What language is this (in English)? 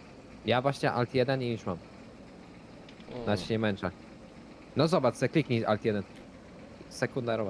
Polish